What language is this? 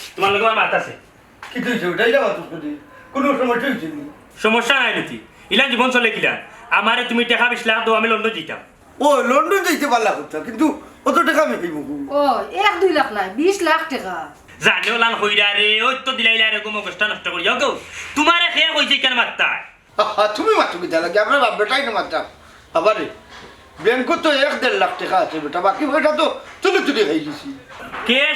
Sylheti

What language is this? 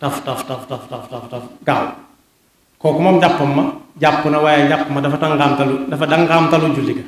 Wolof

